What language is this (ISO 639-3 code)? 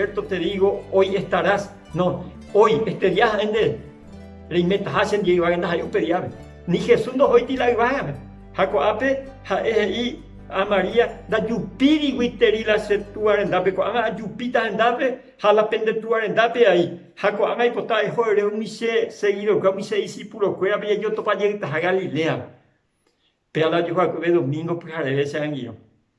grn